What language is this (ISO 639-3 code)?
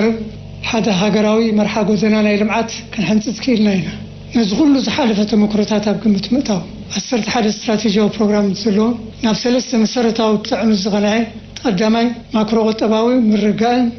tir